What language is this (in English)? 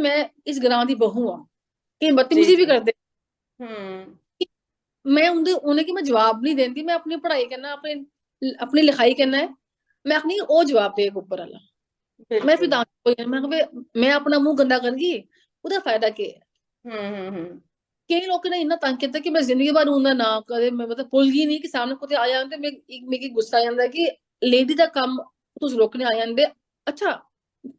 Dogri